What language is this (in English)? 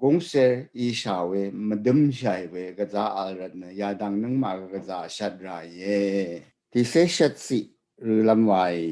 Rawang